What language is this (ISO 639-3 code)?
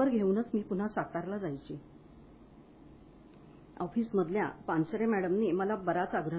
mar